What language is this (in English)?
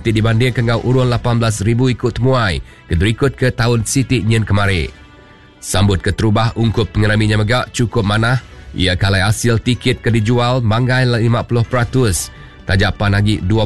Iban